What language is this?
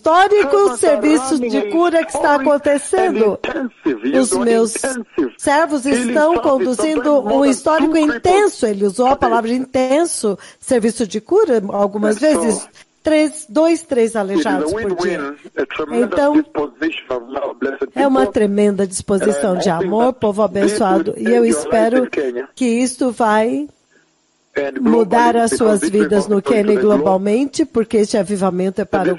Portuguese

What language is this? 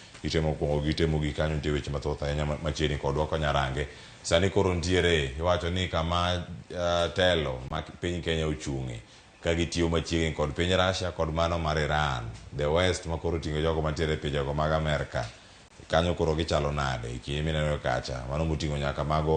Luo (Kenya and Tanzania)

